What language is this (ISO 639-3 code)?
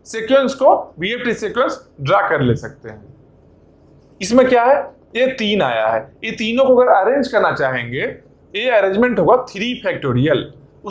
hin